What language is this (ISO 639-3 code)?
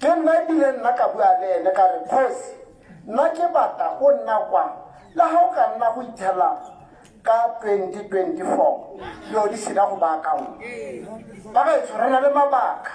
tsn